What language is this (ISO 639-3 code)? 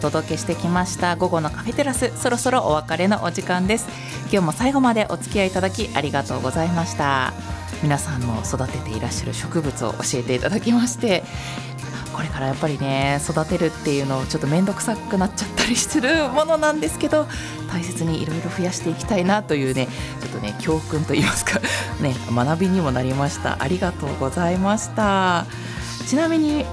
jpn